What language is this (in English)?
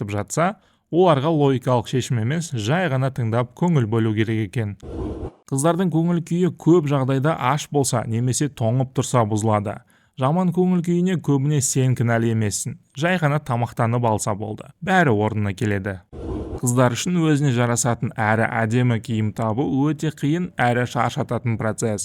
Kazakh